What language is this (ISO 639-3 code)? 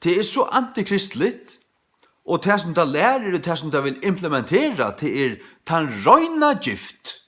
fao